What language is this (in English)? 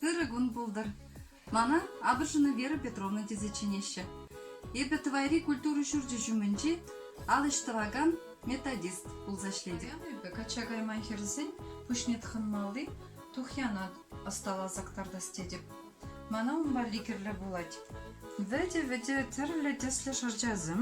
Chuvash